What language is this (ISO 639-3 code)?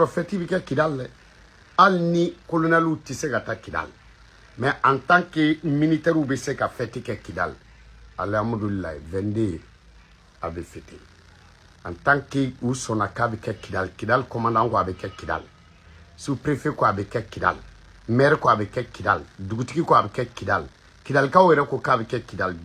bam